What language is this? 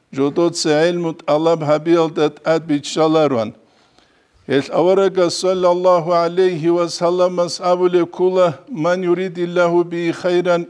Avaric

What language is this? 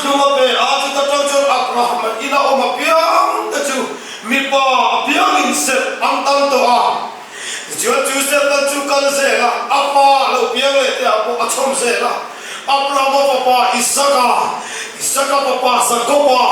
Mizo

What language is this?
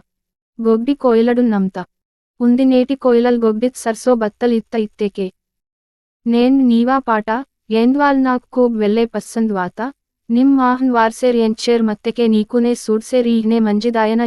Gondi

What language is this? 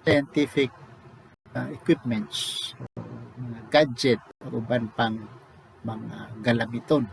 Cebuano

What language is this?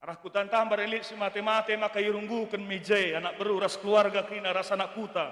Batak Karo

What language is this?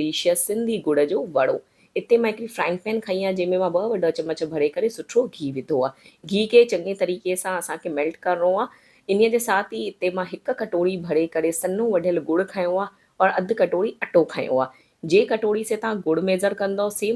Sindhi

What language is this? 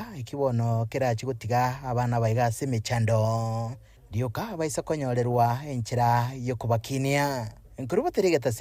Gusii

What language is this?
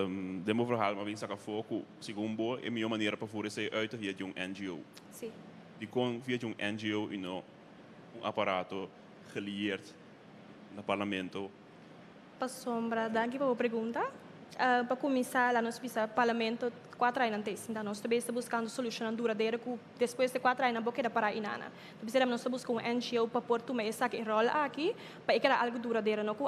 Papiamento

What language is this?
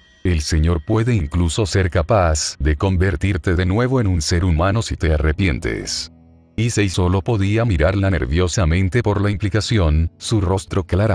Spanish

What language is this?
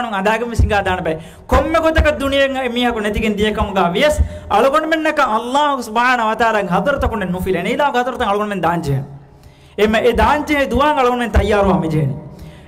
Divehi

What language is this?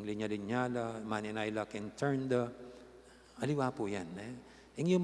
Pampanga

